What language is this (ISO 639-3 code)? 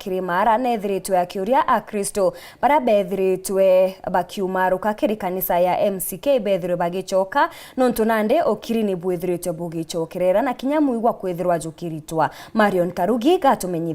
mer